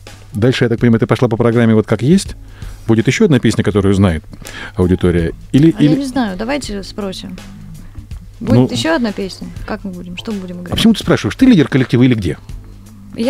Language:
Russian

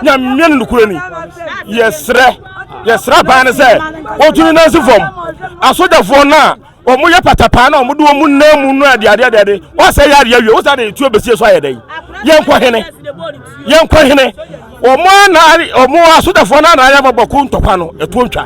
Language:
Akan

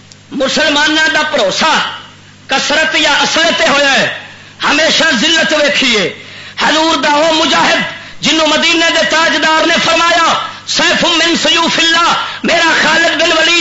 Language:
Western Panjabi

